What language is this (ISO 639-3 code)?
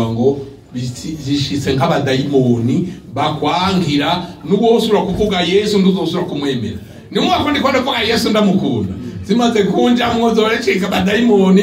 run